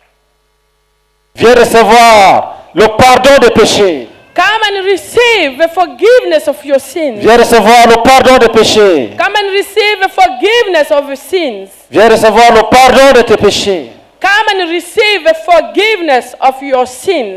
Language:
French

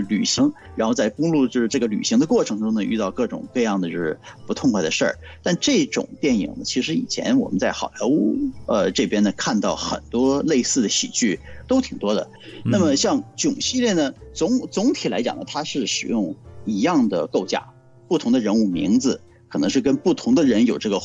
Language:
Chinese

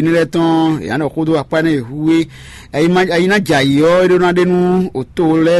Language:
Fon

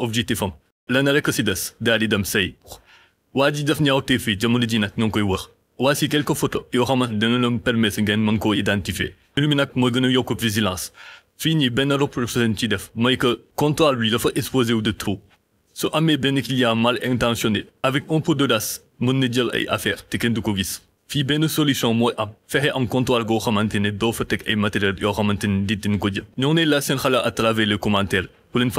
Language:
Wolof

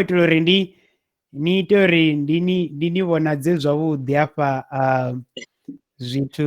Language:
Venda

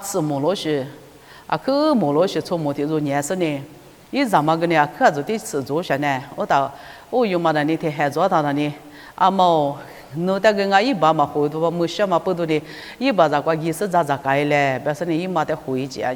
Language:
Lisu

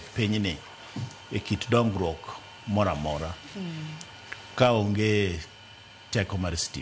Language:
Luo (Kenya and Tanzania)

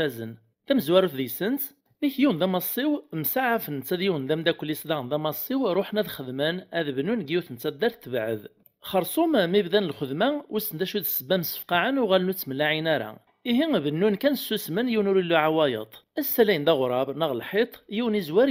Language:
Kabyle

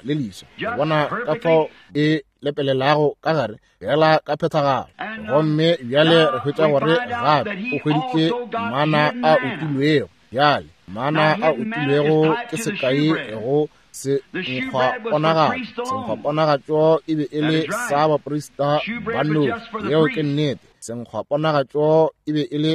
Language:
Northern Sotho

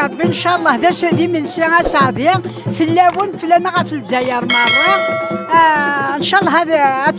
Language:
Kabyle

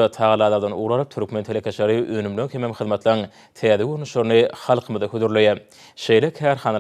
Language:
Turkmen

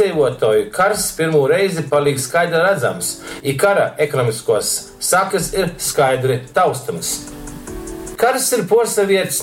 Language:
Latgalian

